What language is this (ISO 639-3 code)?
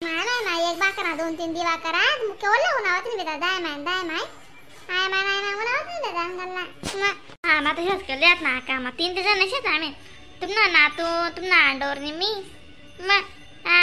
khn